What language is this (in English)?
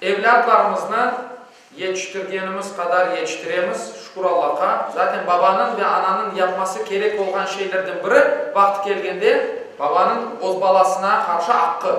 Crimean Tatar